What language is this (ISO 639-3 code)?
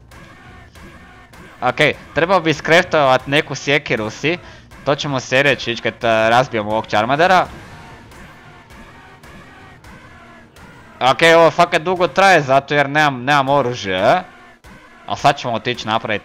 hrv